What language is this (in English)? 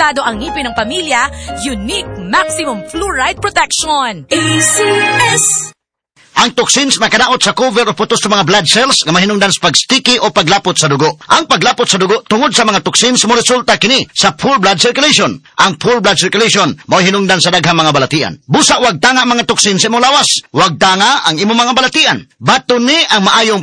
Cebuano